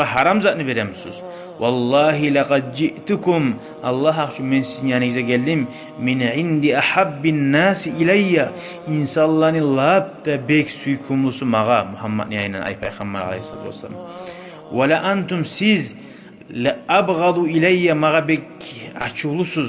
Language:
Kumyk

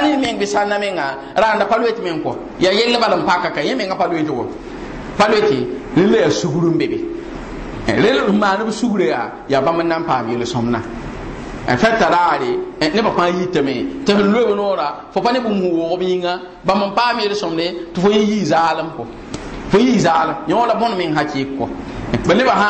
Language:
Mossi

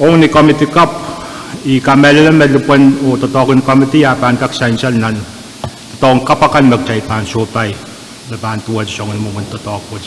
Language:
Pohnpeian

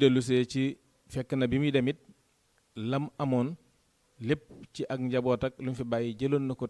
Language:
Wolof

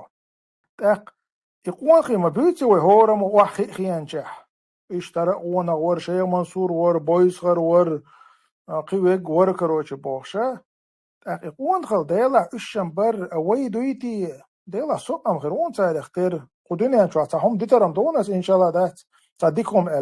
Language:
Chechen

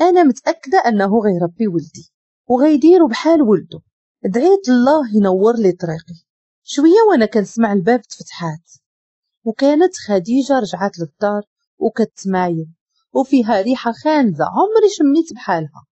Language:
Moroccan Arabic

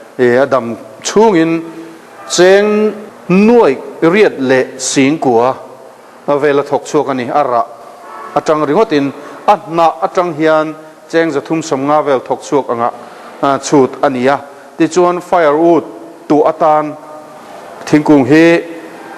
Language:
Mizo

